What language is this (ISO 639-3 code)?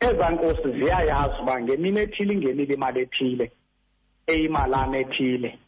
xho